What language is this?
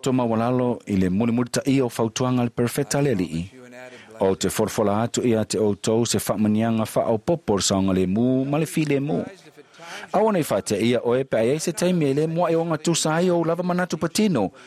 Samoan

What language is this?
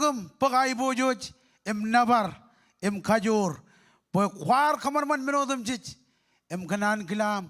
Marshallese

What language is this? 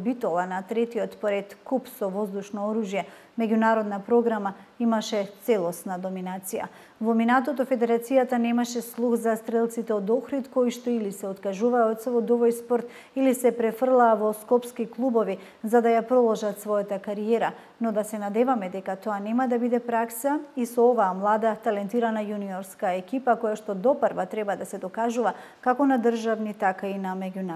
Macedonian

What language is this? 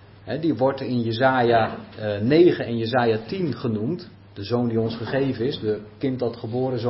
Dutch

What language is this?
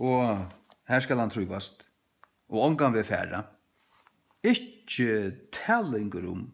Faroese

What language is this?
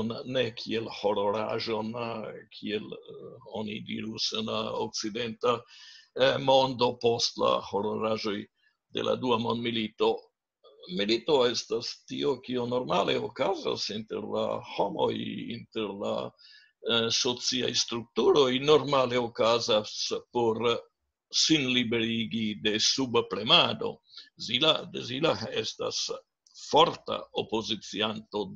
Esperanto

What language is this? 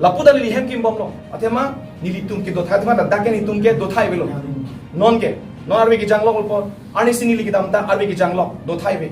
Karbi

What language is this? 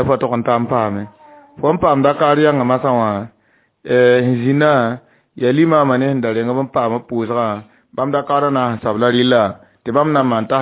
Mossi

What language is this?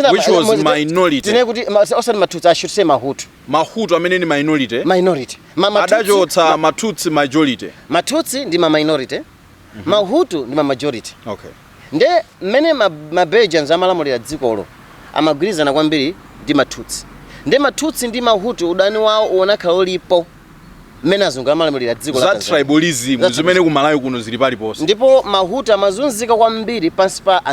Nyanja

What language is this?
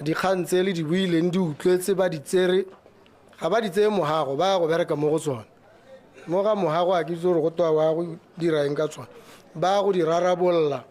Tswana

